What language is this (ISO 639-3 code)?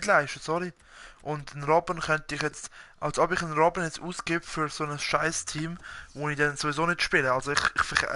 gsw